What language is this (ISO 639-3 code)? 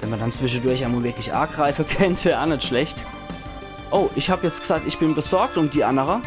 pfl